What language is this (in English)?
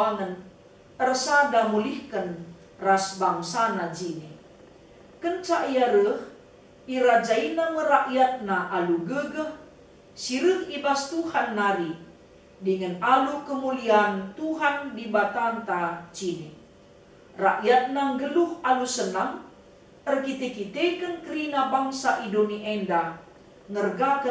Batak Karo